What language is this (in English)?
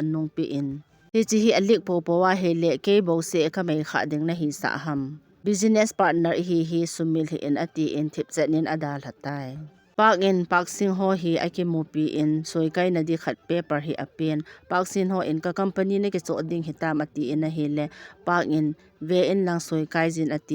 Thado Chin